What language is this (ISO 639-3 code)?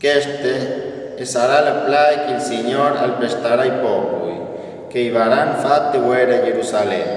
fur